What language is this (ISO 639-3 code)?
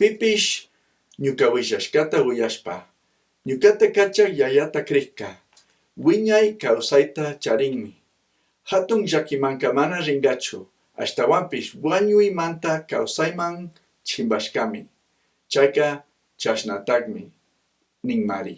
qug